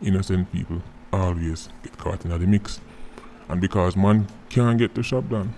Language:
Jamaican Creole English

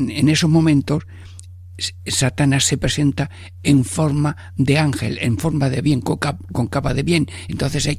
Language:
Spanish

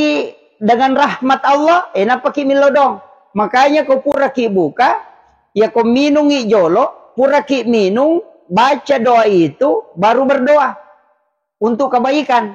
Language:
Buginese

